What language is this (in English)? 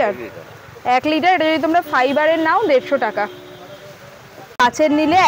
Bangla